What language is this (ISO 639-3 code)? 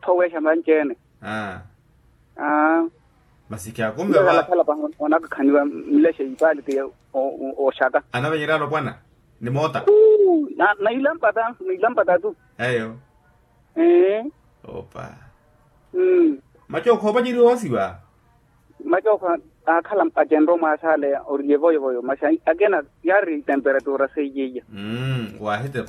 vmw